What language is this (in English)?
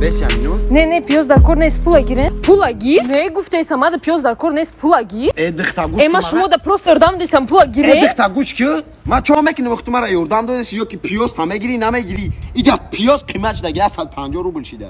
Tajik